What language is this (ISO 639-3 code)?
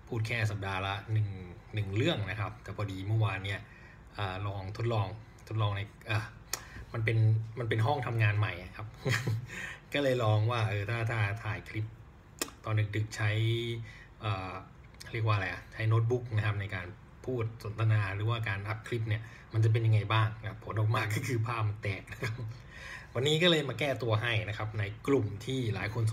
tha